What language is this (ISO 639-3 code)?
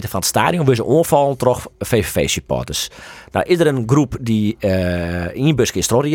fry